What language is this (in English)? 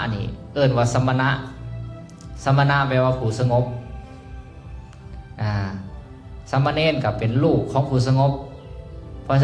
Lao